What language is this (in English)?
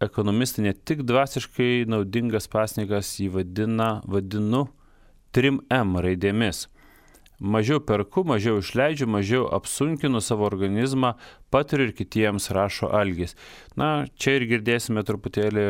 Lithuanian